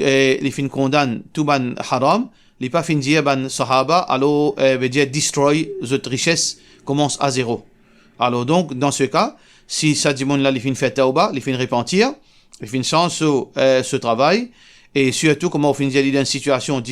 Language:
Morisyen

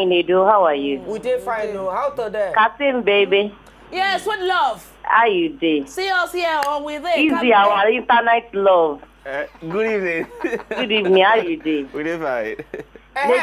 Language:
Nigerian Pidgin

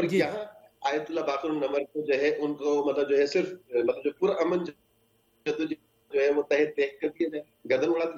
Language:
Urdu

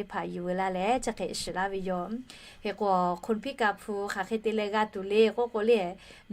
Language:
Lahu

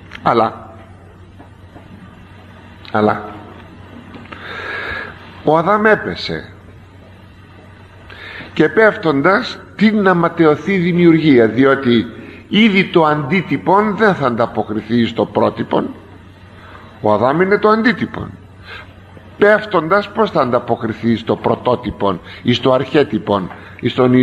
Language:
Greek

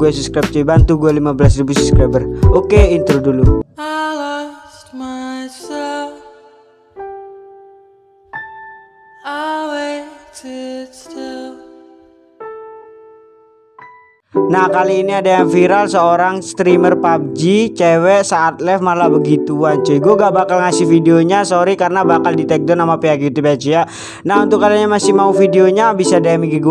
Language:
Indonesian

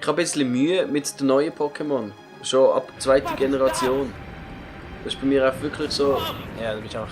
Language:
Swiss German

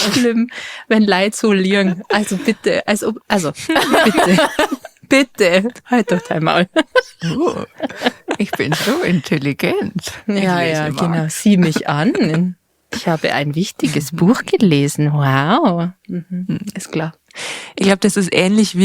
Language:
Bavarian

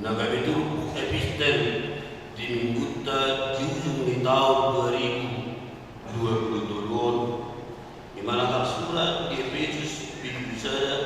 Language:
Batak Toba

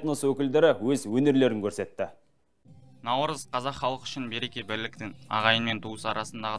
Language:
Kazakh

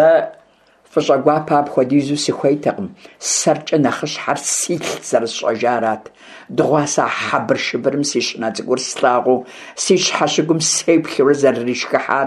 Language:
Kabardian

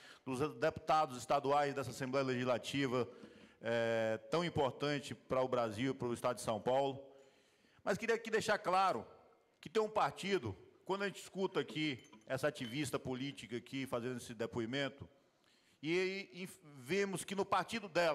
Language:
Portuguese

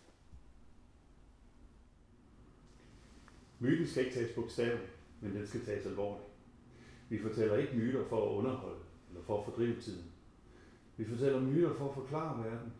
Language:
Danish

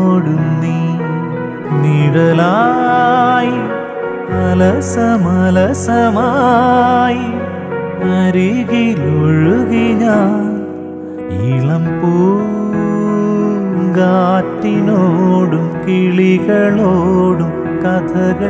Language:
Malayalam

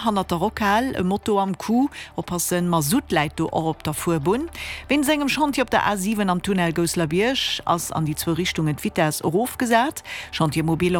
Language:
Luxembourgish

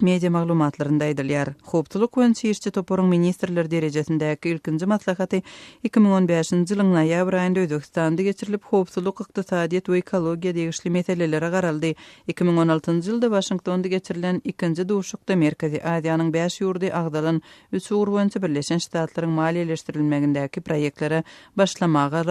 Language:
Turkmen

